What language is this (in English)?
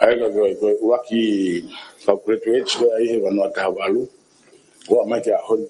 Tongan